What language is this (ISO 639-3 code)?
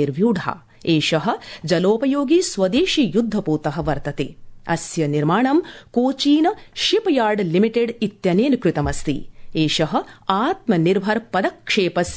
san